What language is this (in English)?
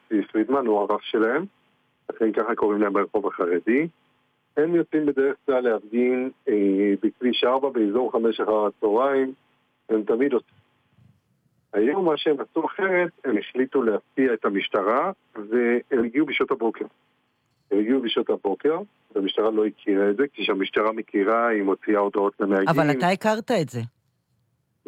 Hebrew